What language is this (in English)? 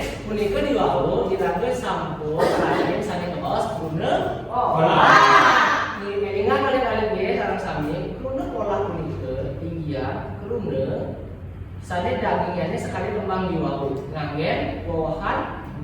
Balinese